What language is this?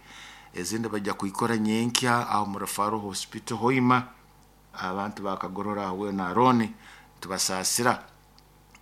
Nyoro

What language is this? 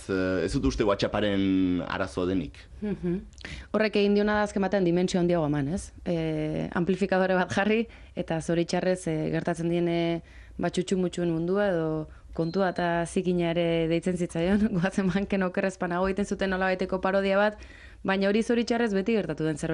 Basque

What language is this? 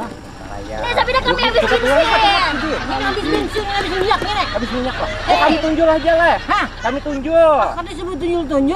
Banjar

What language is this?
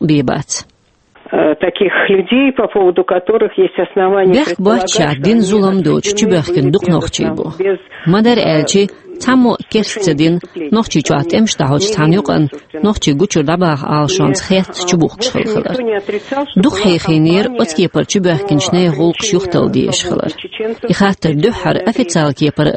Chechen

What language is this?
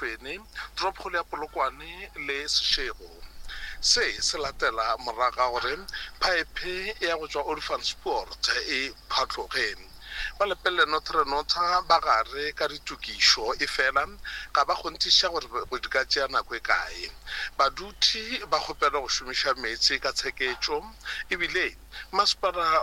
Northern Sotho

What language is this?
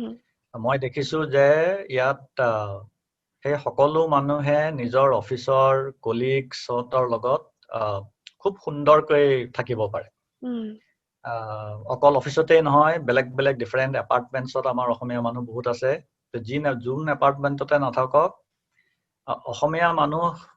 Assamese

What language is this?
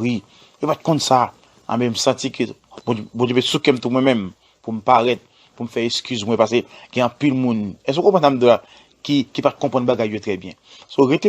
Haitian Creole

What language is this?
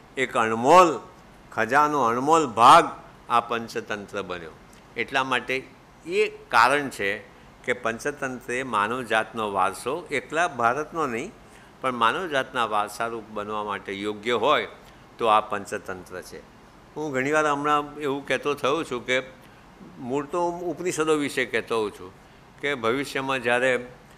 Gujarati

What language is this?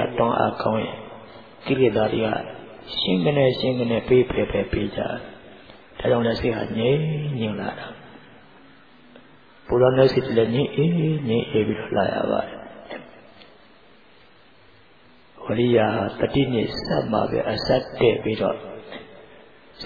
Burmese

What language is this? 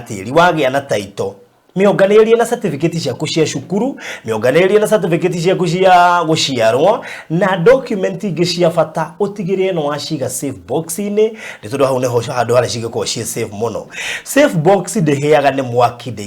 Kikuyu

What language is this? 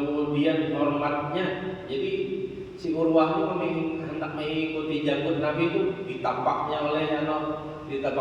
Banjar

